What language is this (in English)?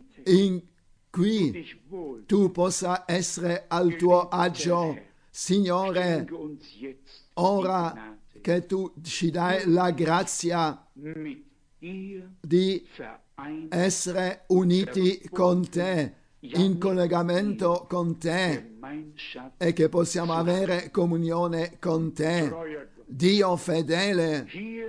Italian